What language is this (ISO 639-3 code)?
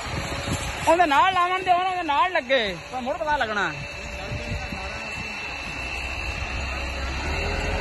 pan